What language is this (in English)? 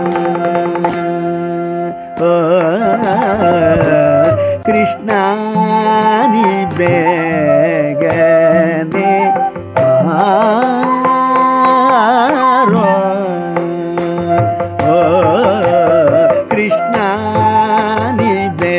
Kannada